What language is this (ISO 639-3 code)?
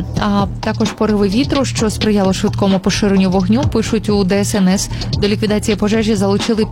ukr